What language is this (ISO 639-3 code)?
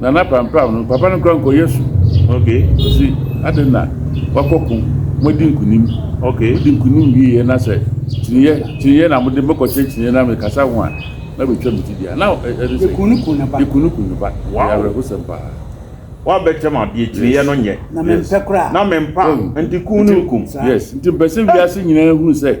aka